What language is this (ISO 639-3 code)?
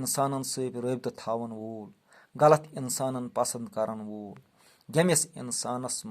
kas